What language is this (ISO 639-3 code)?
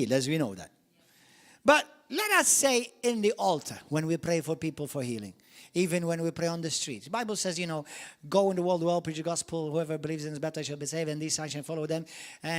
eng